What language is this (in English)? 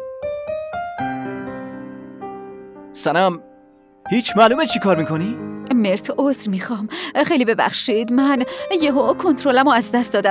Persian